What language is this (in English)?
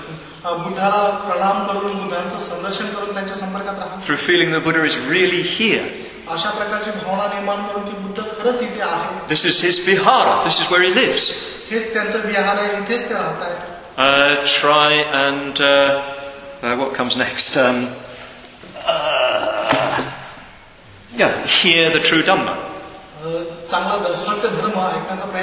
Marathi